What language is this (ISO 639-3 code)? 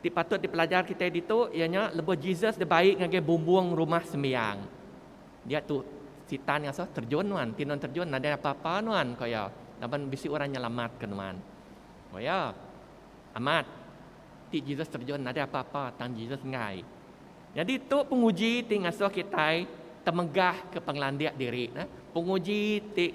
iba